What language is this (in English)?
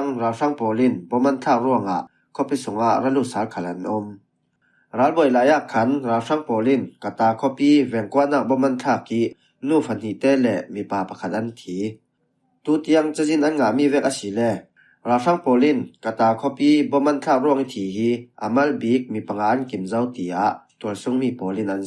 Falam Chin